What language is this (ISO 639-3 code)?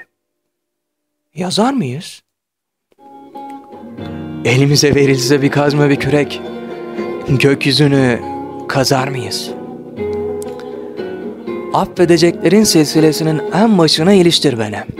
tur